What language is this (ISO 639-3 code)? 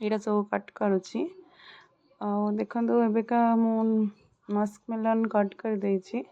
ori